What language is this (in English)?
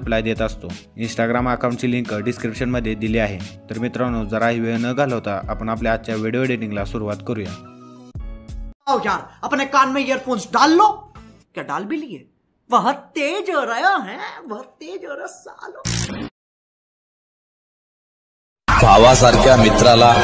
Marathi